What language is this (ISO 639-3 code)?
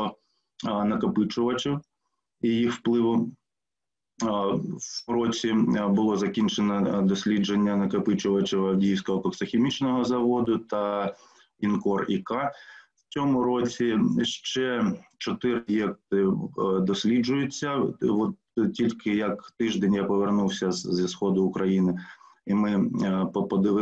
ukr